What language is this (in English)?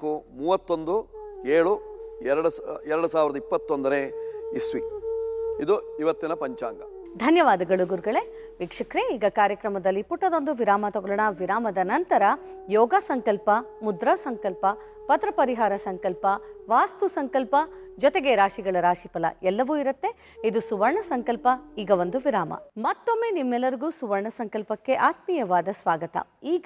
Kannada